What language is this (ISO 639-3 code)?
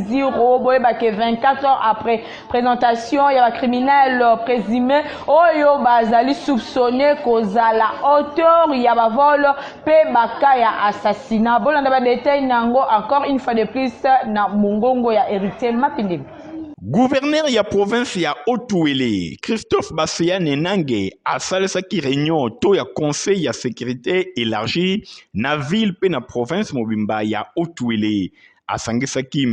lin